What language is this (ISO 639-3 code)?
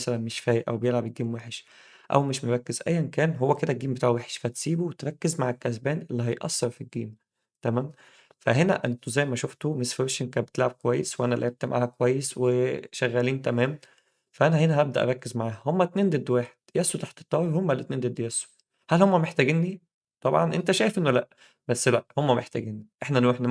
arz